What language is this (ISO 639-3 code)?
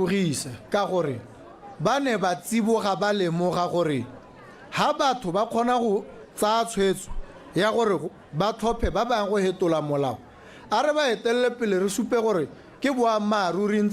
tsn